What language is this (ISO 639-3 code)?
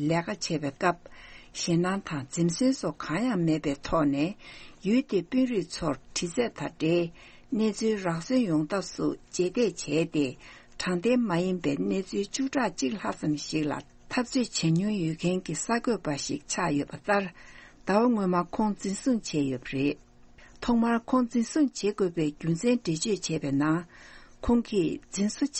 bod